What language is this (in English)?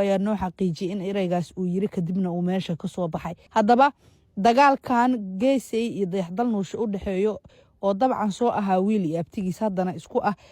Somali